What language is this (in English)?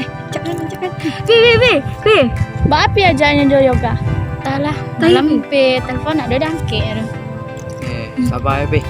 Minangkabau